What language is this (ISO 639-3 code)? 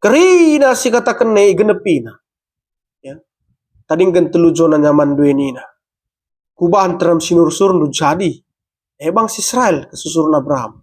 btx